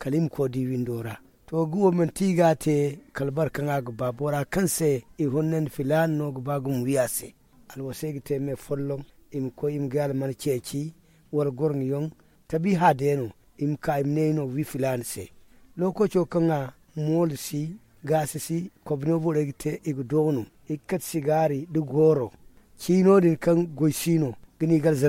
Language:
Zarma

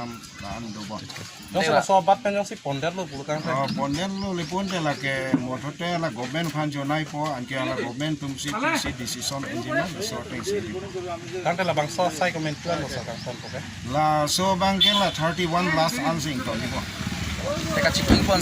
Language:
Karbi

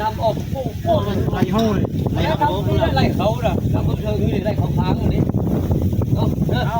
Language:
Northeastern Thai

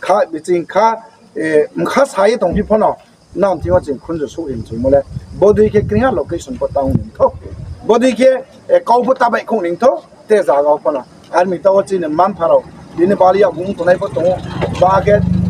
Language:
Riang (India)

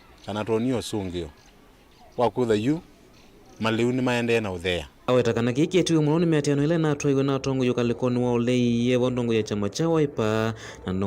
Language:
Kamba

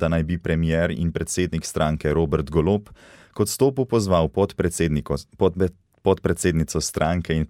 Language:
Slovenian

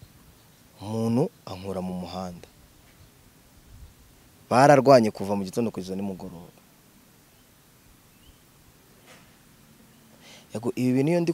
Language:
Kinyarwanda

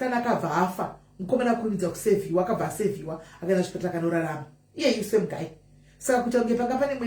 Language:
Shona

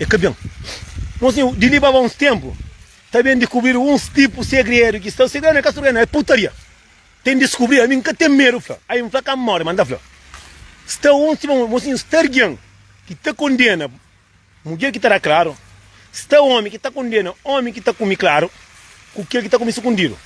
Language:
Kabuverdianu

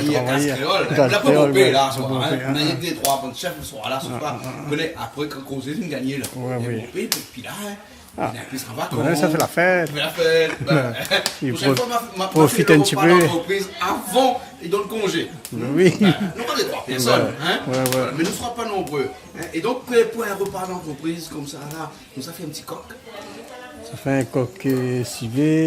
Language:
Réunion Creole French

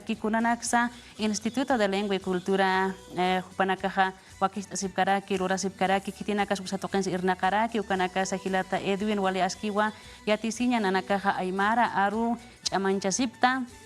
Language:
Aymara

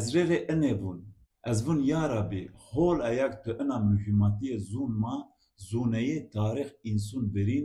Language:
Zaza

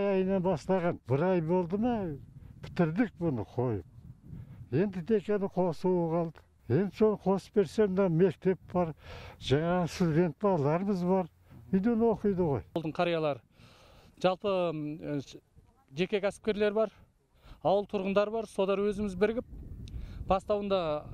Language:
Kazakh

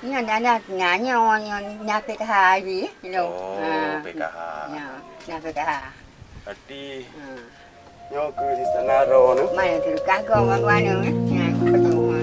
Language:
Achinese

